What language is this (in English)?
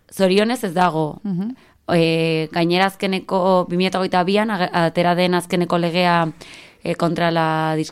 Basque